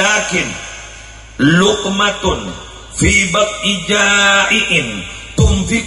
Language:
Madurese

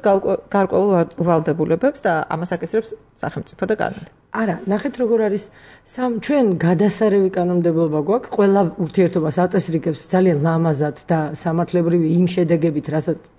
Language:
Georgian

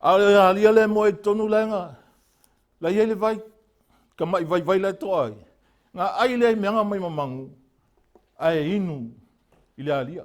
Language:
Samoan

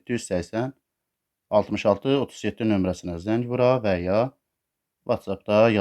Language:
Azerbaijani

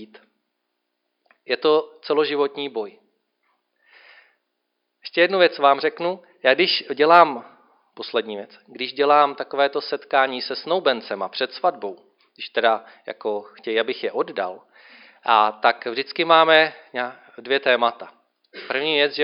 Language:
Czech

